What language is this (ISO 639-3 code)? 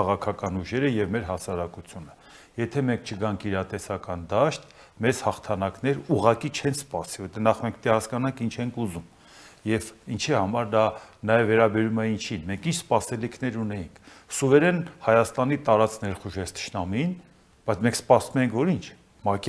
hye